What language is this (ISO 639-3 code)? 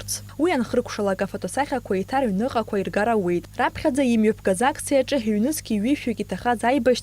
abk